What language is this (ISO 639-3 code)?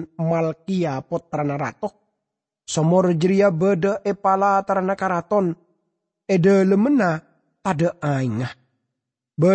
mad